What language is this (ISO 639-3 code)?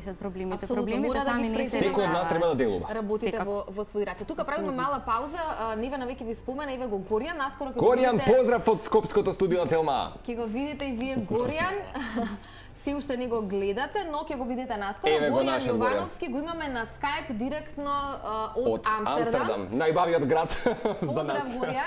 mkd